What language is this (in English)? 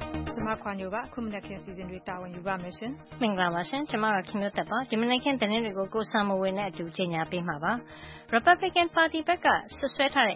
Burmese